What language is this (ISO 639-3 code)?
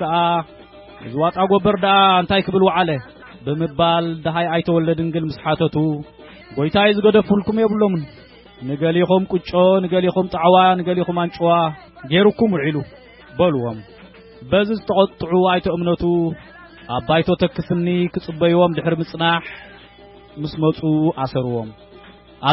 tir